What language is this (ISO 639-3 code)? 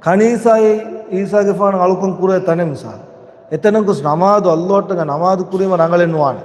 div